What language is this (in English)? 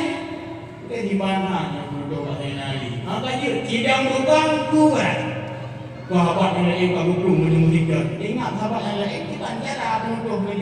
Achinese